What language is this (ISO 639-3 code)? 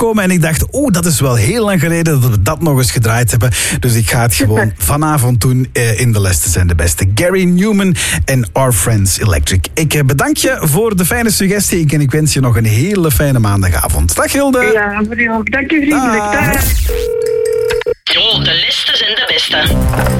nld